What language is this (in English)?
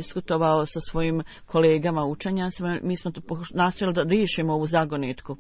Bosnian